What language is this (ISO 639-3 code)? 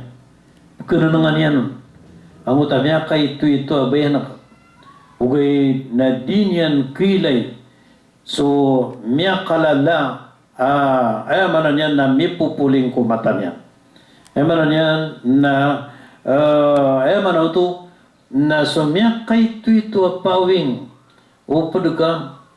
mrw